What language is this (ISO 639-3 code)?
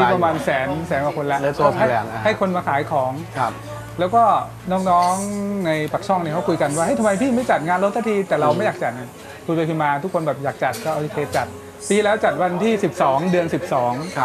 tha